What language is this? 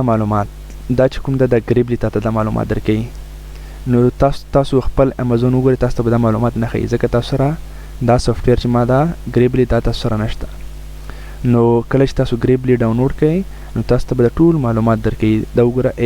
Pashto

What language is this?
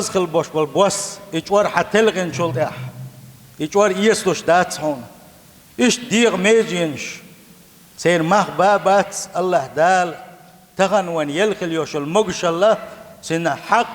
Chechen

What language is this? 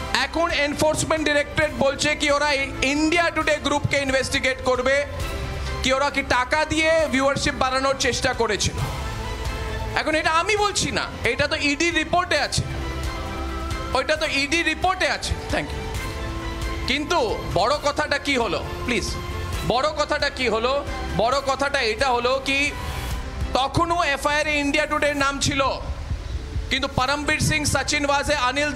Bangla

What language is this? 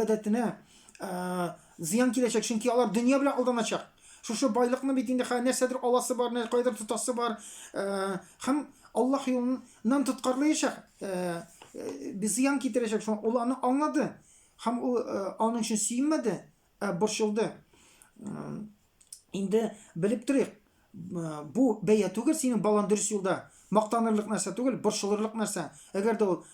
Tatar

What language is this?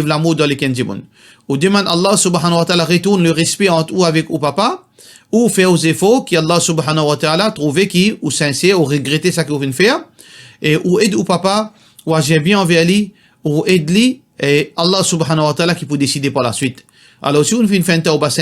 Morisyen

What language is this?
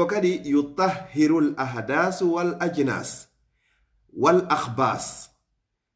Fula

